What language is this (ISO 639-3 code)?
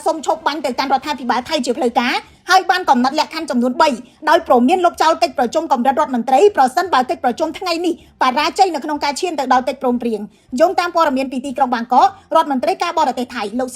khm